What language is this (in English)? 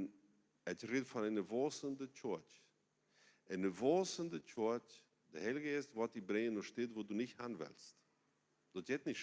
Plautdietsch